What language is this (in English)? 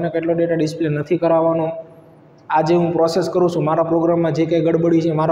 Gujarati